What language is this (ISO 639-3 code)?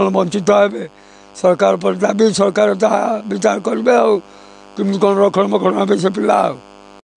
ori